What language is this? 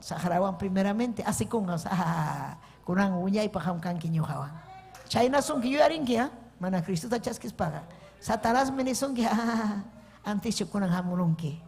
Ayacucho Quechua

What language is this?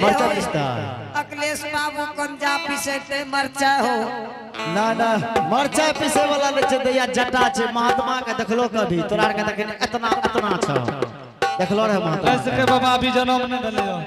Angika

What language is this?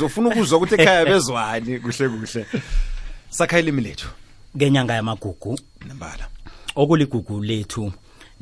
South Ndebele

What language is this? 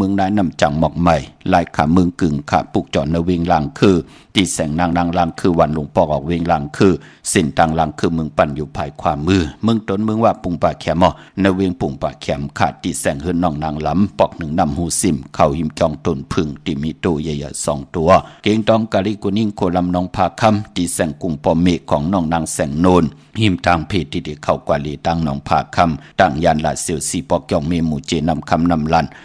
Shan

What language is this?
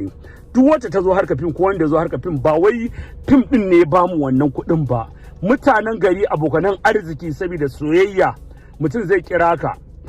Hausa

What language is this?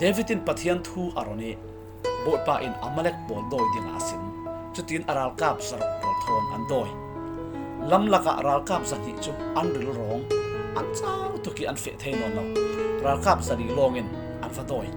Falam Chin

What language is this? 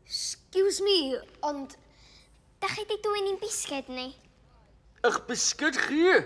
Welsh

